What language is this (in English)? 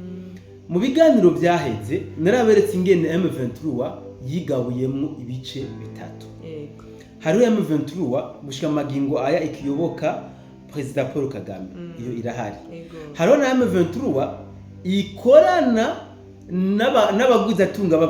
Rundi